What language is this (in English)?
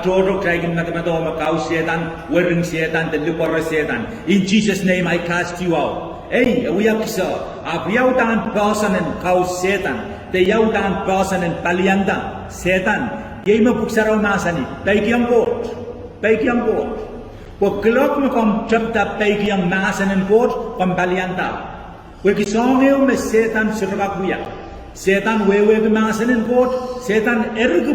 Pohnpeian